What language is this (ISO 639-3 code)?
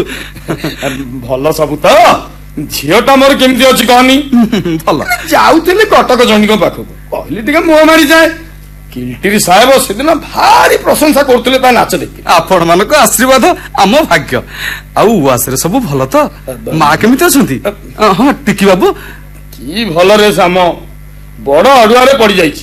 ori